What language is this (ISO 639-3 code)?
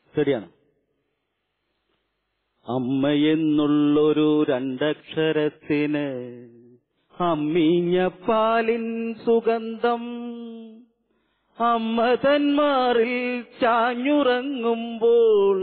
mal